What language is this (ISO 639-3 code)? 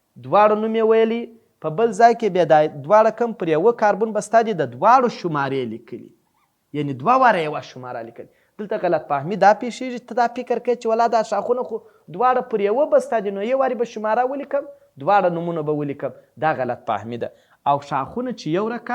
pus